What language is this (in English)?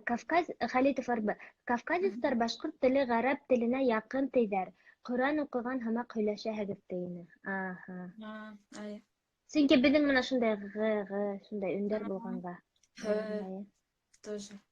Bashkir